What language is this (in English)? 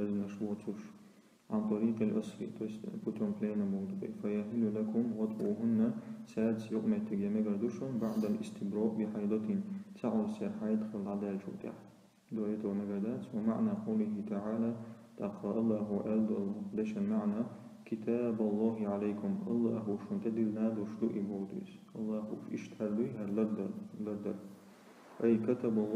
Chechen